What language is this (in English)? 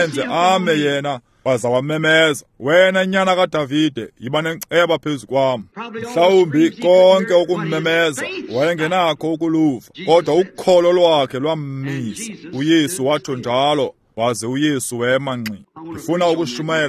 Xhosa